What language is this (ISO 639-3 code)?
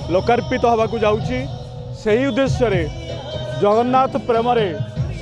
ori